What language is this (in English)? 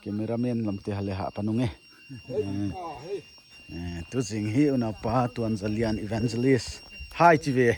Paite Chin